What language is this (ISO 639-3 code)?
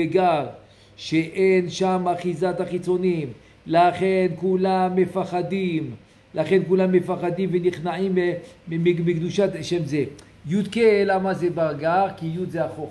heb